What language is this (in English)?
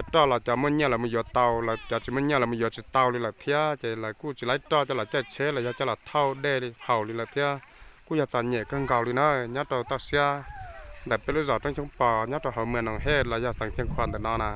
Hmong